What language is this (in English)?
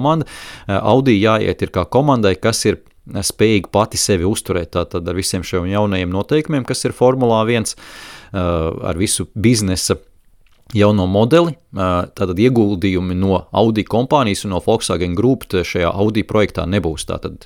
Latvian